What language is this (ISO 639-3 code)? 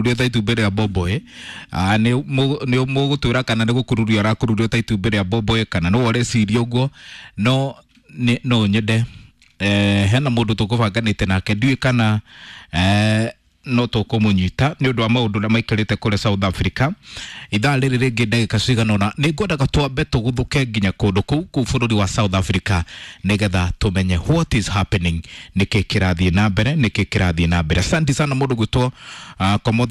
kik